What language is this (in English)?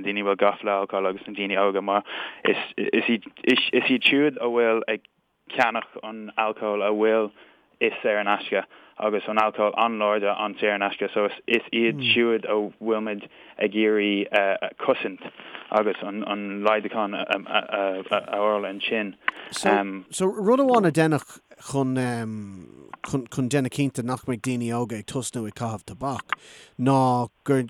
Irish